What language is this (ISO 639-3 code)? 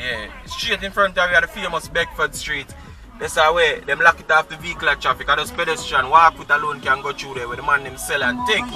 jam